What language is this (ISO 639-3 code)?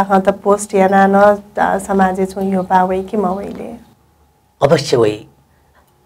new